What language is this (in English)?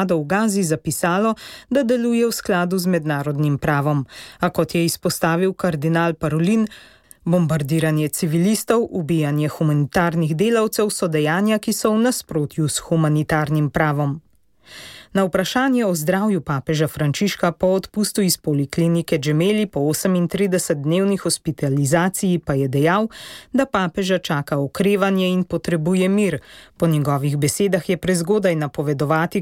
Slovenian